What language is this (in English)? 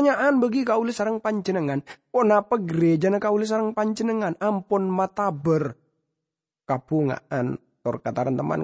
Madurese